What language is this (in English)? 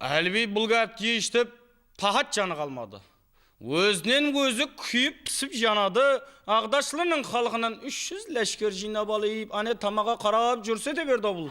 Kara-Kalpak